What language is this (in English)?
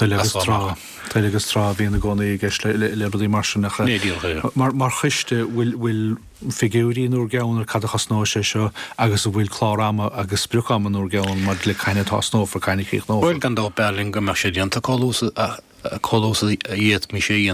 Irish